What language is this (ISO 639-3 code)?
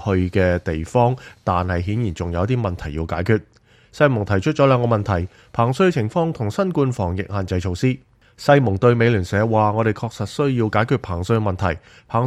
yue